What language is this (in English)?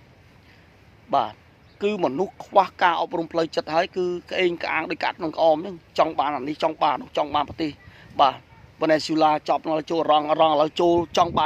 Khmer